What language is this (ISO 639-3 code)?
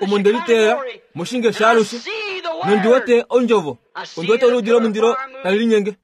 kua